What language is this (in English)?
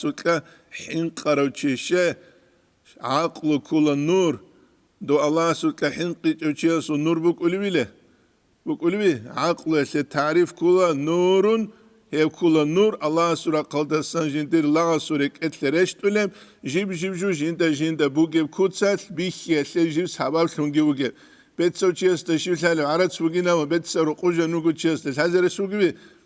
Avaric